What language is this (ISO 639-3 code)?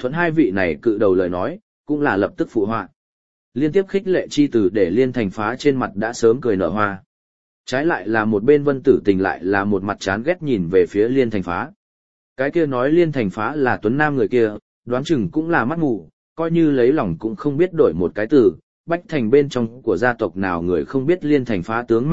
vie